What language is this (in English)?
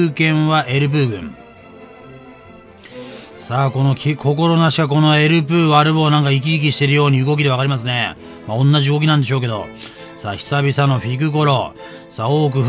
Japanese